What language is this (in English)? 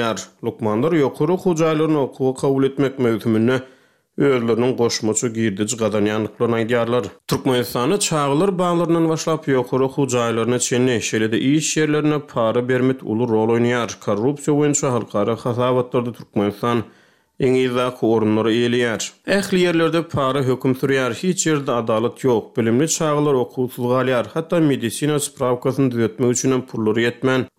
Turkmen